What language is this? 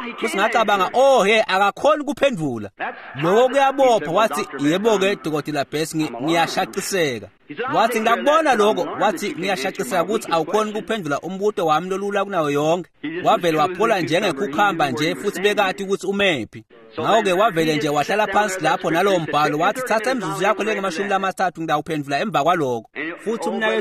Swati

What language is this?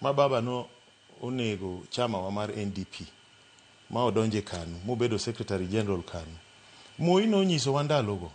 Luo (Kenya and Tanzania)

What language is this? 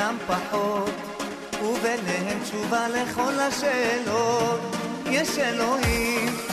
Hebrew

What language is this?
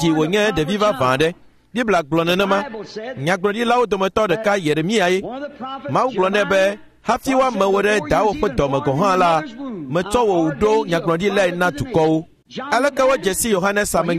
Ewe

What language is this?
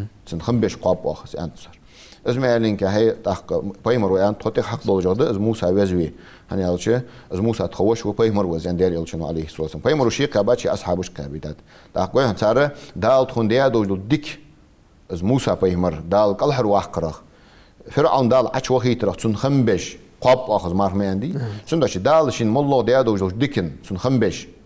Ingush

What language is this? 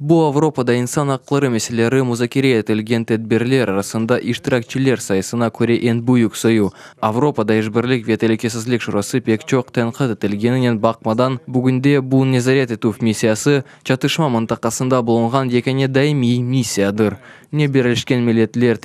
Crimean Tatar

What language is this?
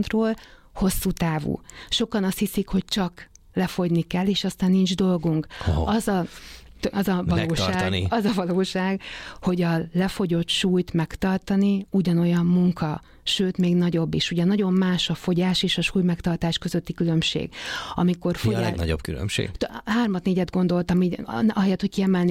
Hungarian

